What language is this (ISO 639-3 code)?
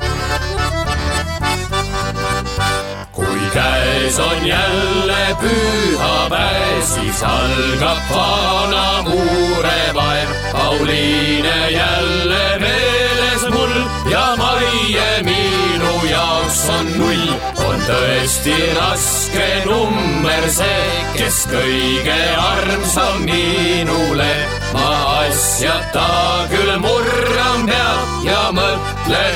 est